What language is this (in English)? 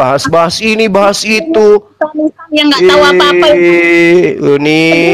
Indonesian